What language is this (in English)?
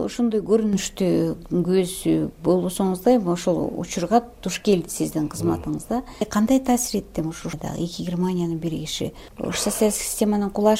Kyrgyz